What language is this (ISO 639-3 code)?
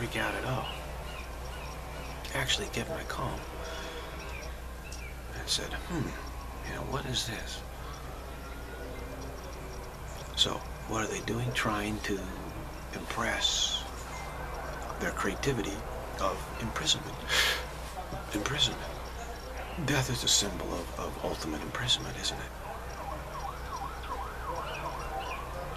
eng